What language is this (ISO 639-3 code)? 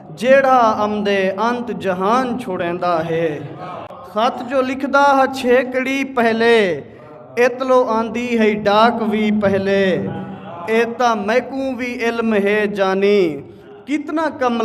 skr